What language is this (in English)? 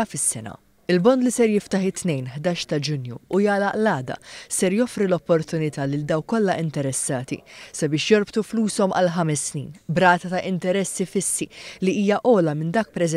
Maltese